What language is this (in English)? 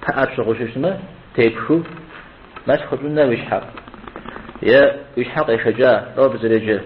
Kabardian